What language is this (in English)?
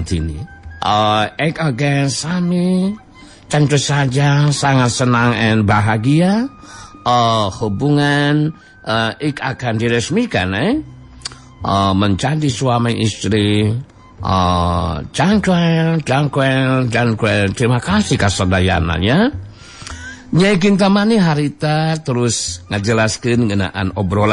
Sundanese